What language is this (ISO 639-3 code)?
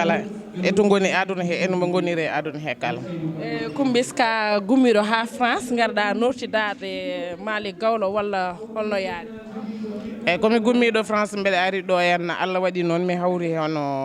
ful